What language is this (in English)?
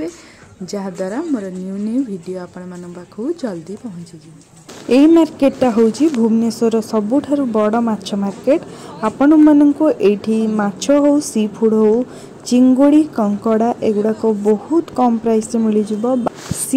Odia